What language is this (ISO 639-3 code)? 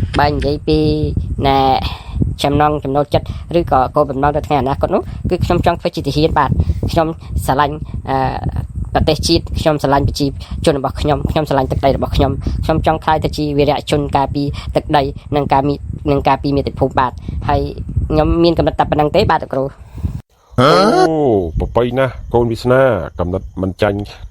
khm